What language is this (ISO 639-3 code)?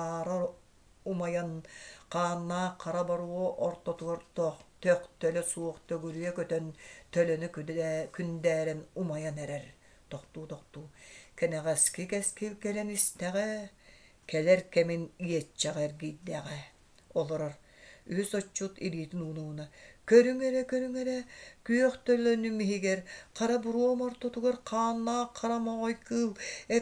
sah